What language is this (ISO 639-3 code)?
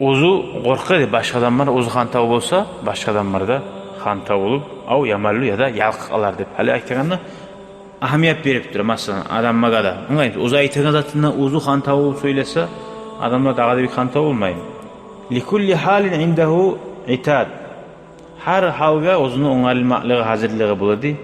kum